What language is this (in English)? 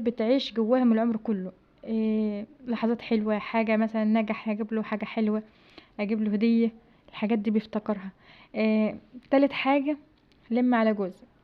Egyptian Arabic